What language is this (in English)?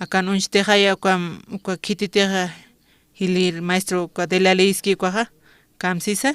Aymara